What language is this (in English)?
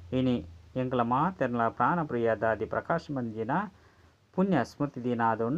Tulu